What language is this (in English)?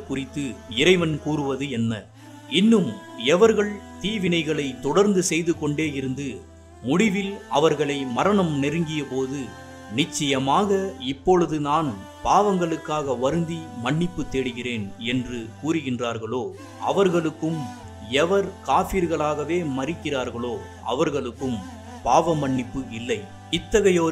Tamil